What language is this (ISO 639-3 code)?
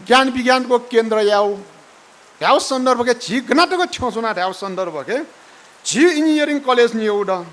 new